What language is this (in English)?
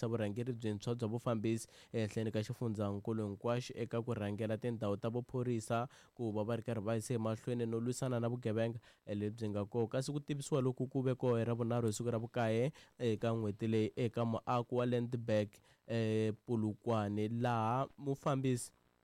Tsonga